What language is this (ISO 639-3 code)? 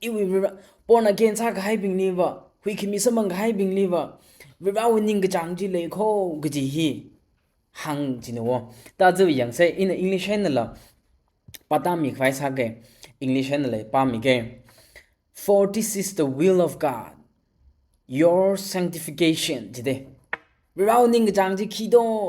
nmf